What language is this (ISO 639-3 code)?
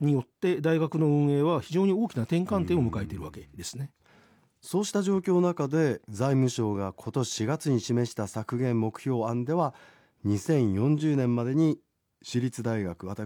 jpn